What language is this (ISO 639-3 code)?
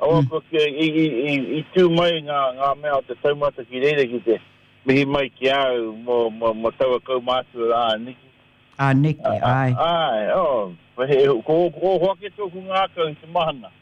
mri